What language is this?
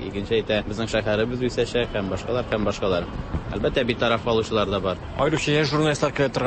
Tatar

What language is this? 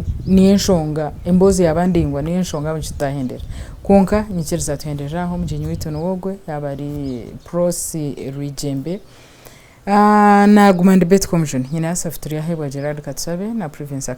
Nyankole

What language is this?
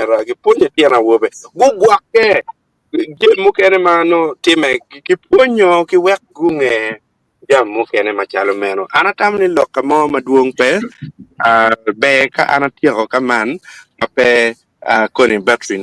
Acoli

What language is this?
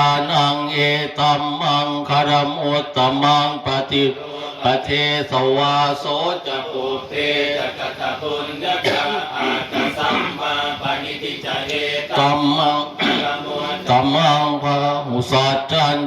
Pali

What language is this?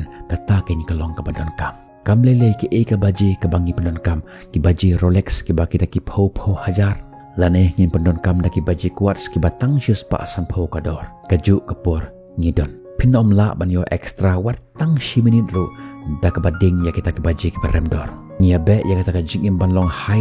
Khasi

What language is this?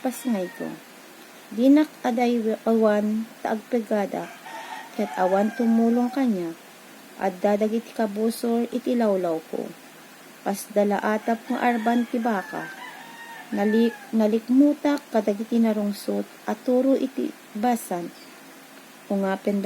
Iloko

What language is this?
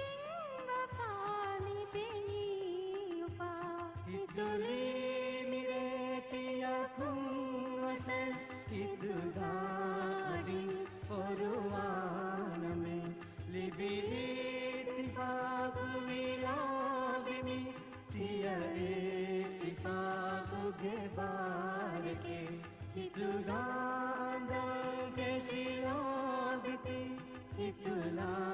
Divehi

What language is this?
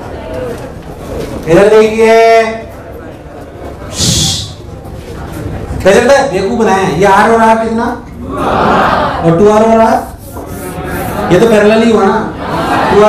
Hindi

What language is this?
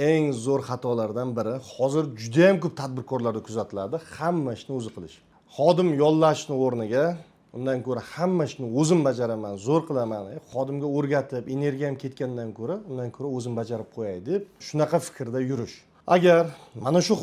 Uzbek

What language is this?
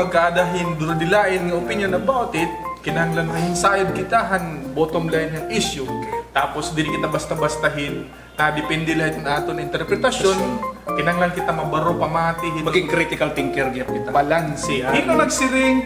Waray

